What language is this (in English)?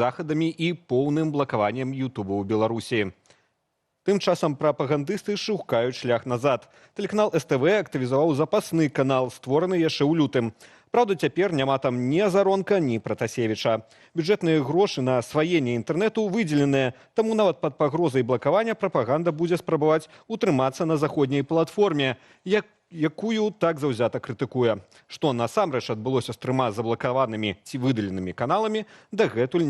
Belarusian